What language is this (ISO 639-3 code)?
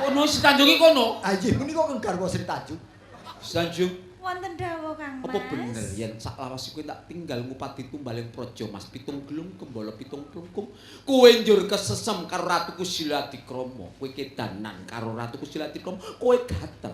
jav